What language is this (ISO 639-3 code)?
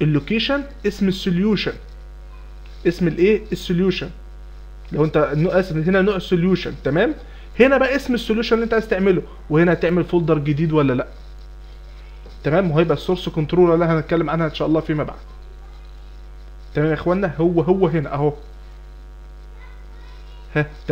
arz